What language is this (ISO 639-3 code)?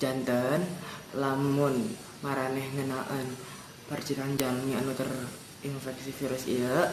sun